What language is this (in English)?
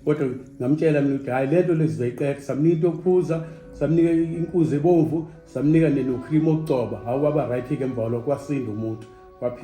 Zulu